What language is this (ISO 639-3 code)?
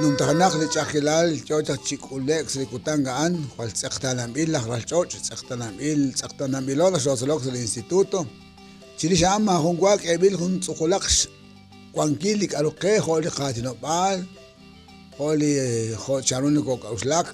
kek